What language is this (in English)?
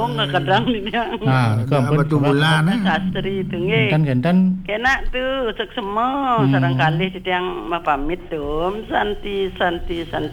Balinese